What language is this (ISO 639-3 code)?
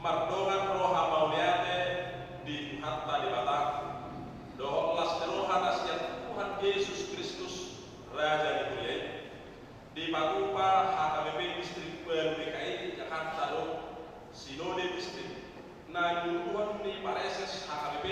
bbc